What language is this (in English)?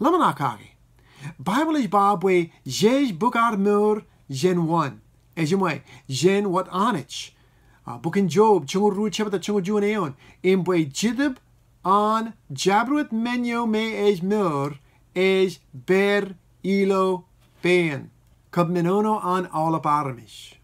Marshallese